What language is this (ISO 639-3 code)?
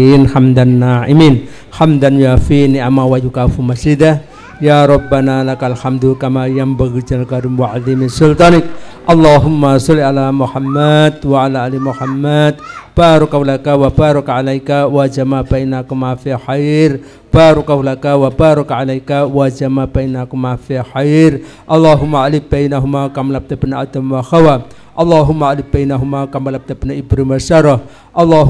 ind